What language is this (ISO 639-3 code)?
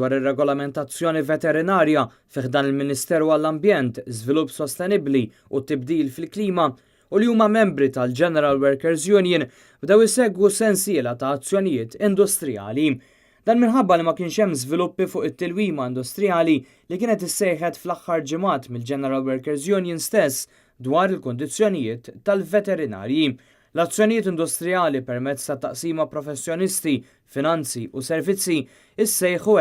mlt